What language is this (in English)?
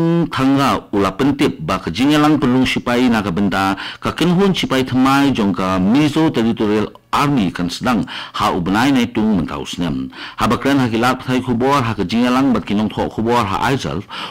Khasi